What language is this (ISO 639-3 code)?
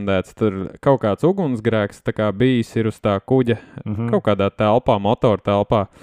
lav